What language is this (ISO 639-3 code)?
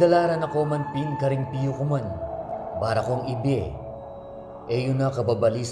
pam